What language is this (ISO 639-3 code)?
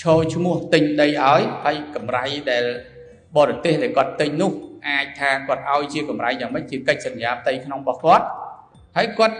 khm